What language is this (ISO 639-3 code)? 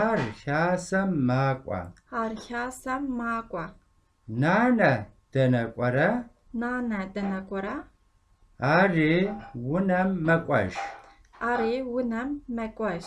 kbd